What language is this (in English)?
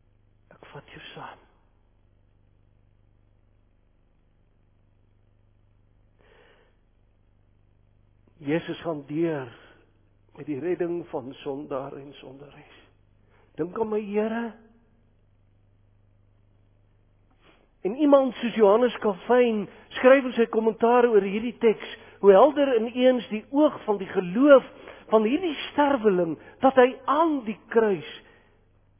Afrikaans